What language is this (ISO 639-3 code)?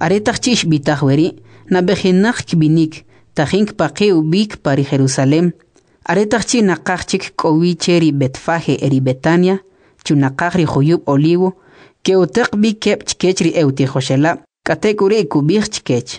quc